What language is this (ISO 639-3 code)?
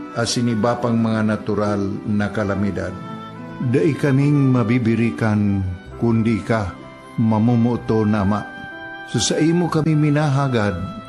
bik